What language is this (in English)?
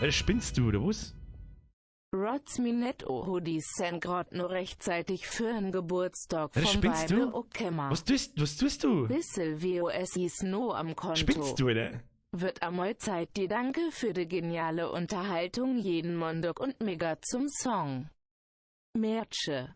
Bavarian